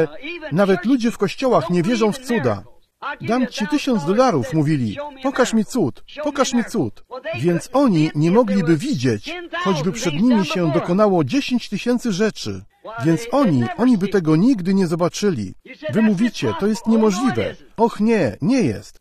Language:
Polish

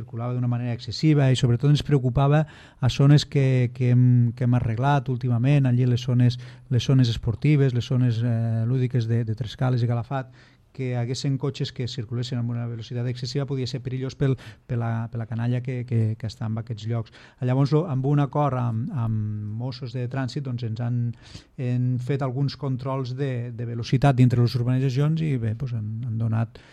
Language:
Catalan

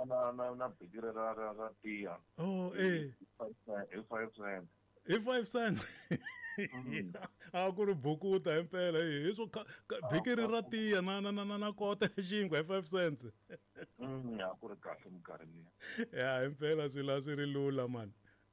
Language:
Tsonga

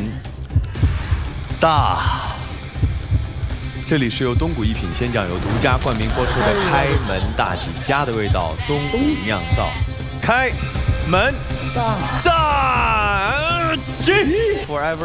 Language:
Chinese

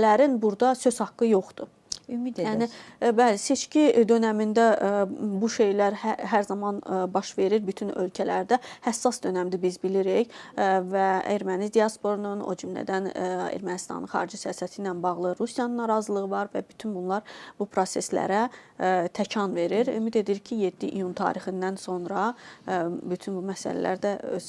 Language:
Azerbaijani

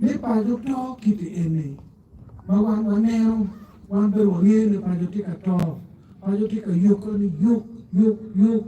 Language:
Acoli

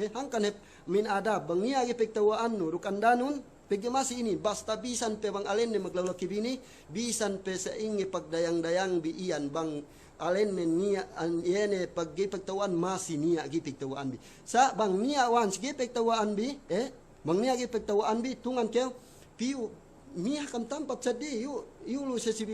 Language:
Yakan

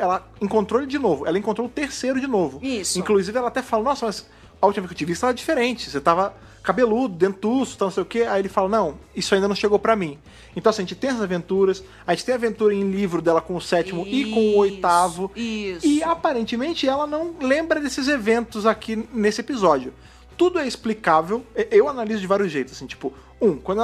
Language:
Portuguese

